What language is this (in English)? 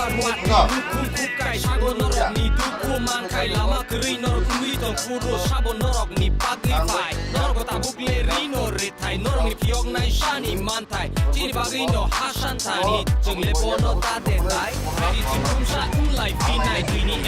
Kok Borok